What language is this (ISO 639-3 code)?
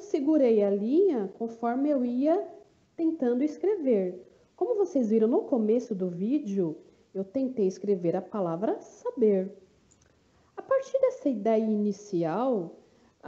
por